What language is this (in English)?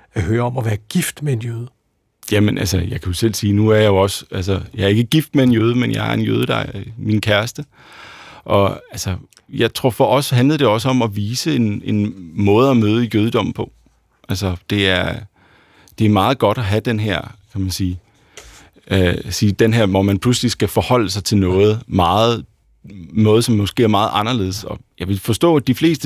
Danish